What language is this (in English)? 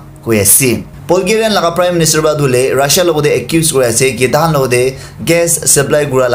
Naga Pidgin